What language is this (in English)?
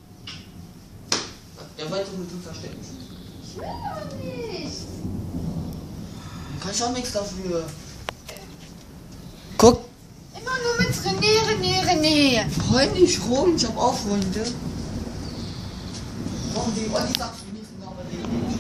German